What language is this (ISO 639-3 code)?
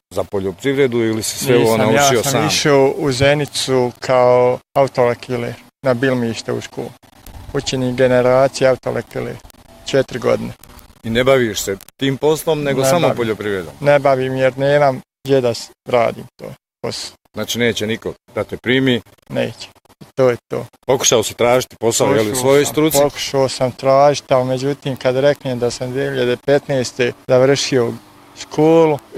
bos